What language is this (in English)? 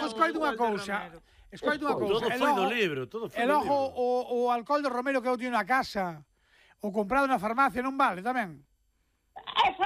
Galician